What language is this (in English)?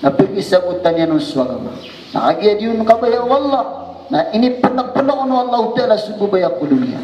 Maranao